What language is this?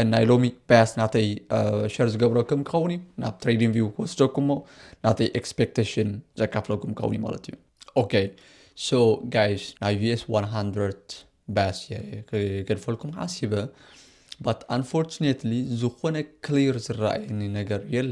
Tigrinya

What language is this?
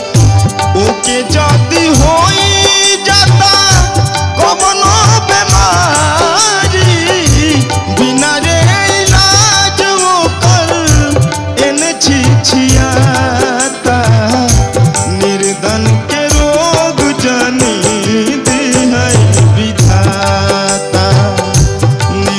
Bhojpuri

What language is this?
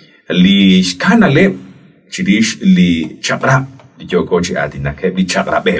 Kekchí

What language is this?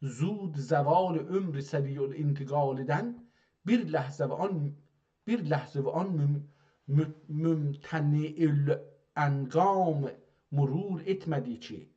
South Azerbaijani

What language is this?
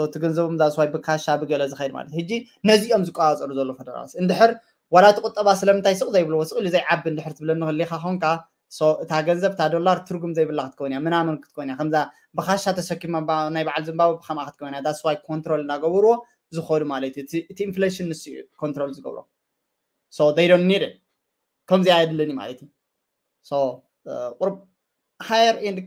Tigrinya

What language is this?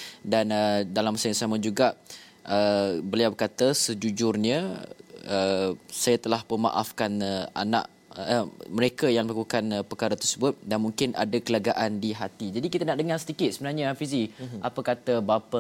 Malay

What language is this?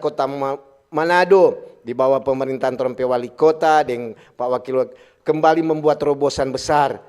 Manado Malay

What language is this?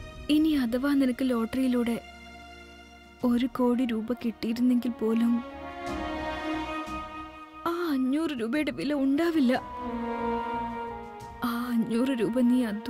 Malayalam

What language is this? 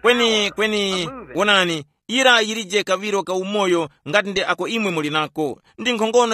Tumbuka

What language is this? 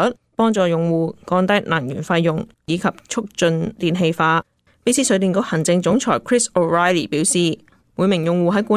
Cantonese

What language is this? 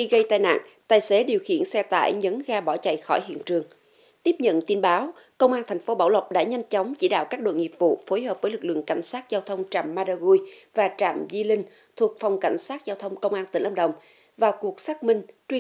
Vietnamese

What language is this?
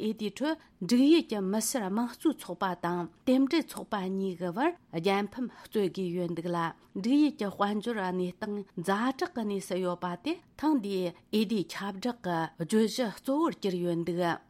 Tibetan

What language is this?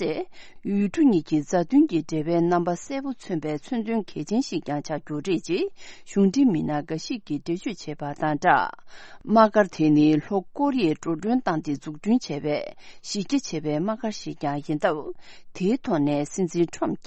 Tibetan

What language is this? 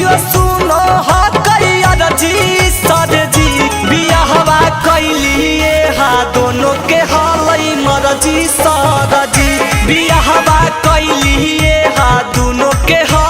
Magahi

